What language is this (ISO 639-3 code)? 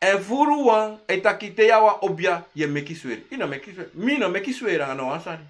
srn